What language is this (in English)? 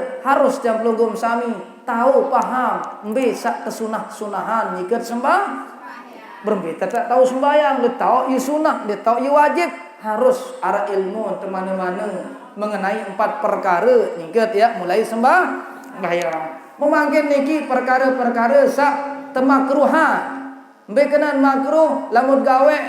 Sasak